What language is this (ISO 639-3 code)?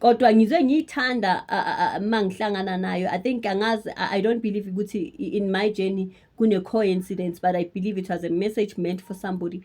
zul